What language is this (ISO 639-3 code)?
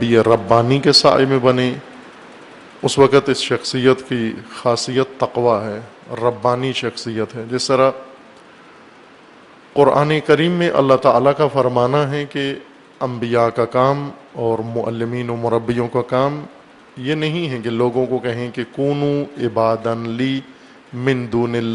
urd